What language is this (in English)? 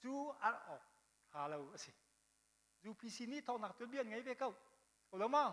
Hakha Chin